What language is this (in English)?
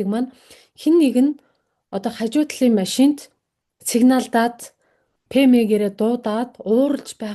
Mongolian